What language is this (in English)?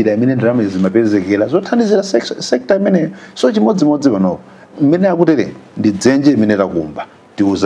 Nyanja